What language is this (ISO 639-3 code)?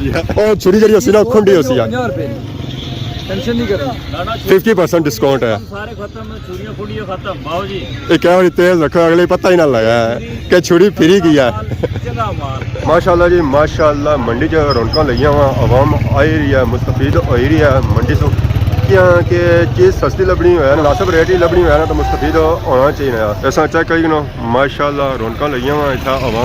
phr